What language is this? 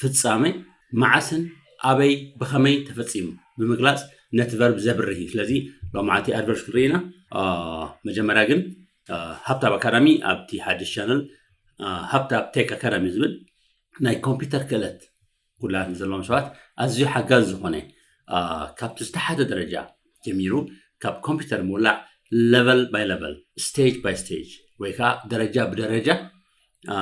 Tigrinya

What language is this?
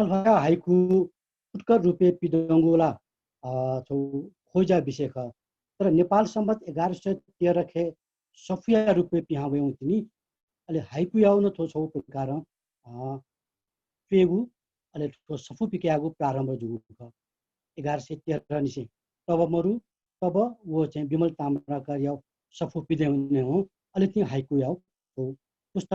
Newari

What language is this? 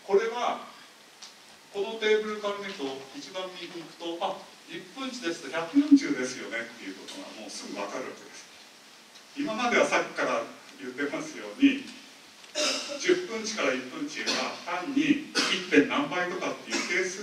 Japanese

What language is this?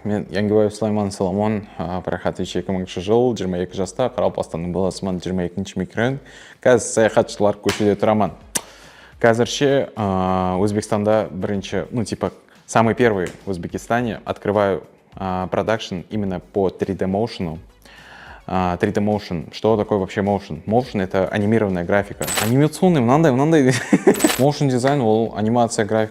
Kara-Kalpak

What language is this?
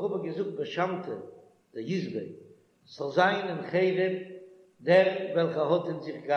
Yiddish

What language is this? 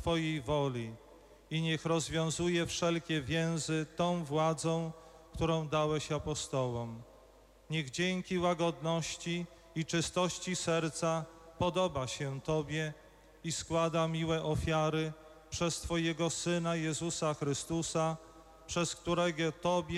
Polish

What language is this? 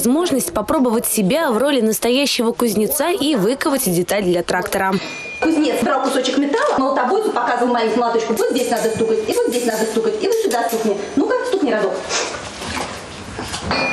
Russian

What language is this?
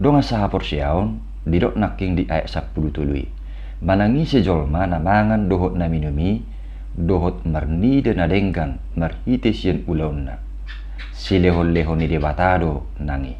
Batak Toba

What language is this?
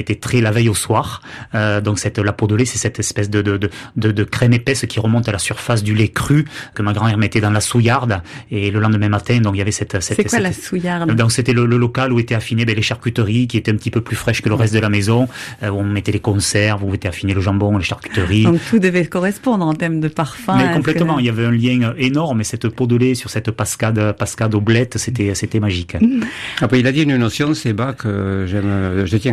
French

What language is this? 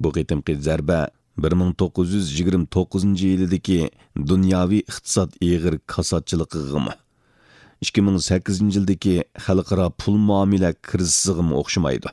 Uyghur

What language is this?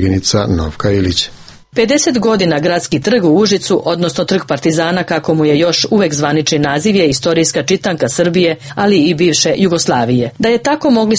Serbian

